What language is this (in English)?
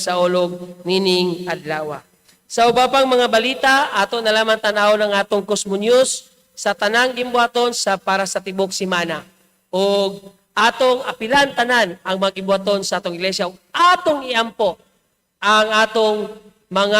Cebuano